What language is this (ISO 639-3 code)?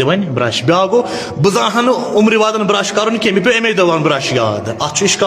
kas